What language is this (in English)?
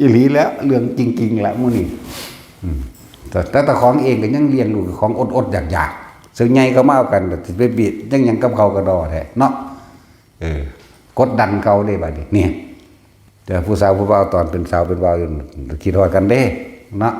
Northeastern Thai